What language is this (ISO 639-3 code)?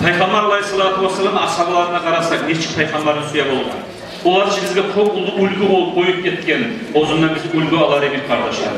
kum